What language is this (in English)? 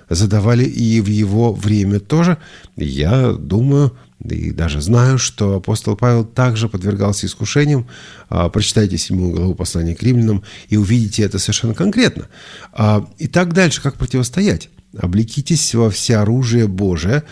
Russian